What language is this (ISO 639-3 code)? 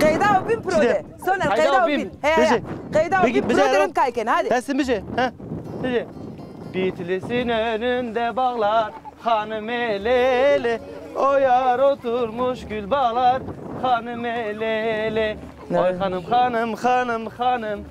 zza